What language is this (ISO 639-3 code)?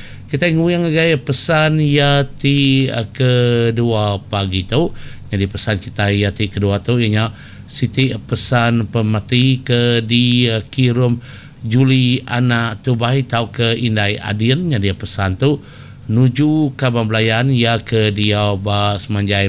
iba